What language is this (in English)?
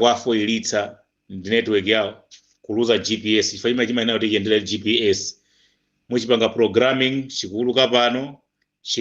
Nyanja